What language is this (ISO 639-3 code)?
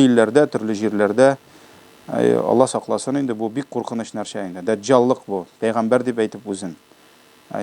tat